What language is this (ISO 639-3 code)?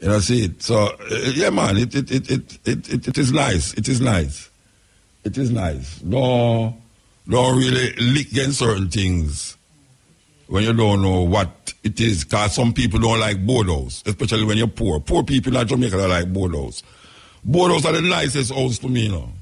jam